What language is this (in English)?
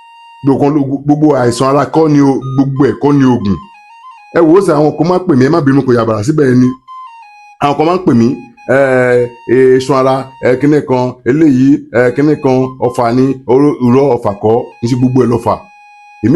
Yoruba